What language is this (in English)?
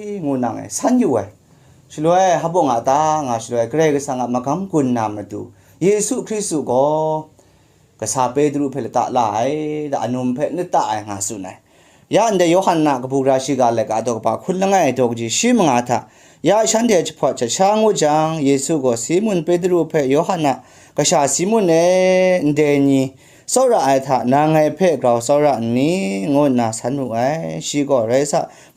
Kachin